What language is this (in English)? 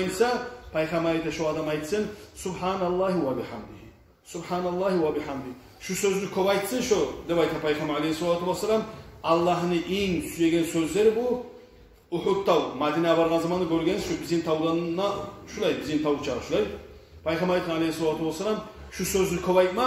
Kumyk